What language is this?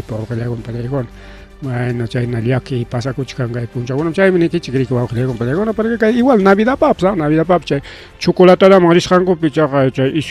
Ayacucho Quechua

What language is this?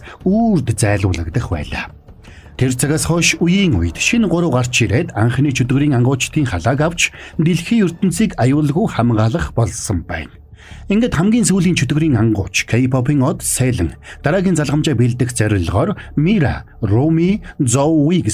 Mongolian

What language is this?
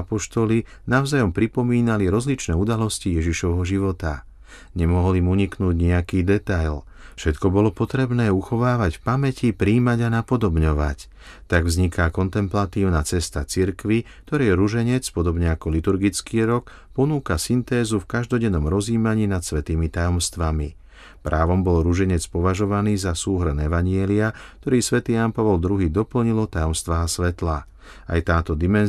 Slovak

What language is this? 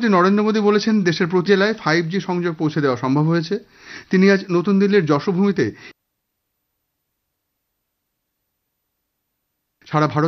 Bangla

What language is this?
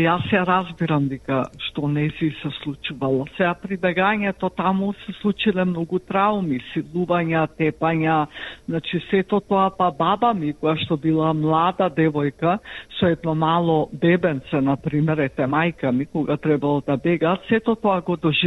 Macedonian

